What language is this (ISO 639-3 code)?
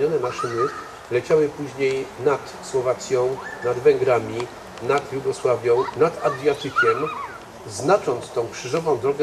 pol